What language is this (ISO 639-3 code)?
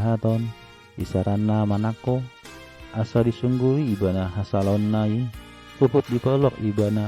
bbc